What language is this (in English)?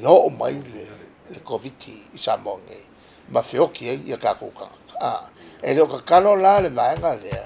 Samoan